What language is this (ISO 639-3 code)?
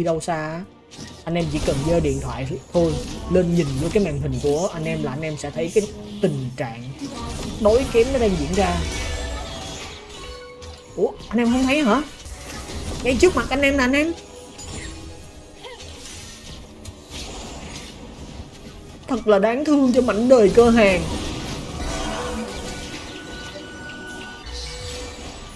vie